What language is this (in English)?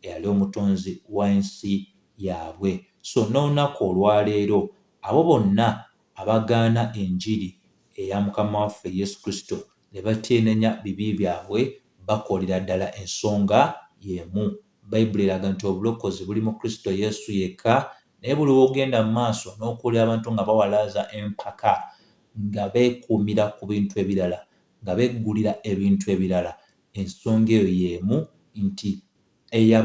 Ganda